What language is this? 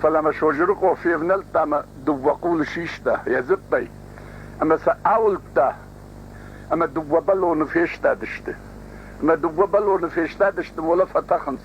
Ossetic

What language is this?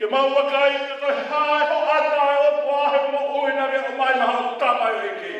Tongan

